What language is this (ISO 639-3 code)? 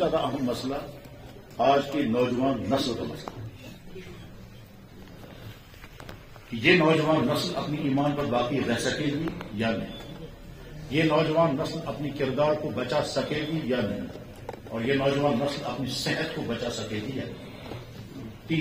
urd